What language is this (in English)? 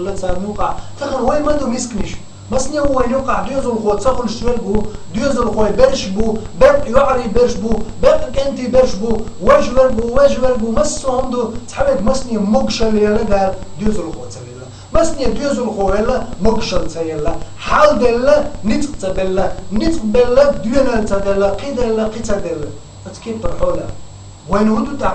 Chechen